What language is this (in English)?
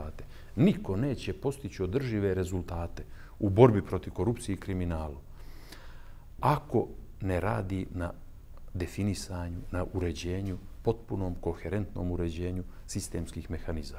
Bosnian